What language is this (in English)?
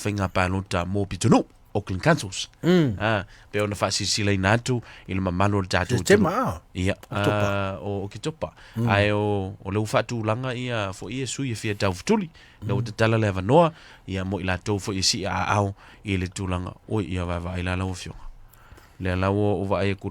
Samoan